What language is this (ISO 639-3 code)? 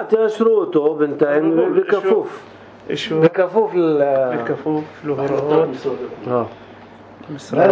apc